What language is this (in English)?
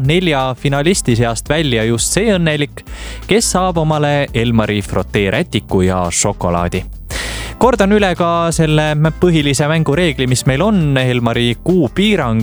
Estonian